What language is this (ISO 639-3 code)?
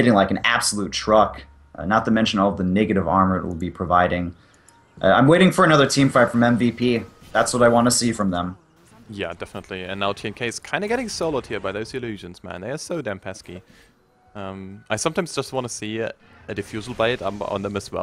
eng